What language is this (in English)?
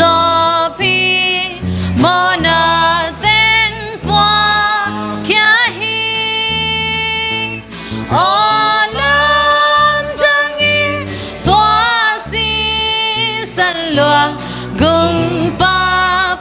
Tedim Chin